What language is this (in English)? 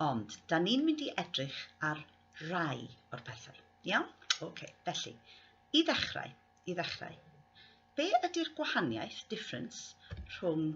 Welsh